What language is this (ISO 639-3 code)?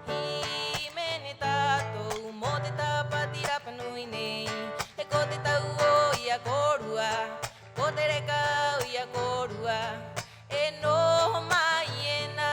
rap